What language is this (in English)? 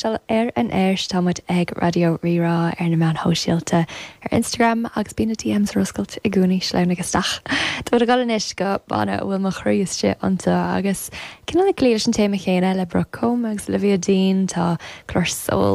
Irish